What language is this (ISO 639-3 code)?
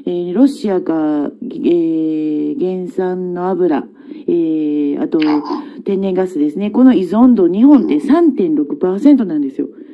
jpn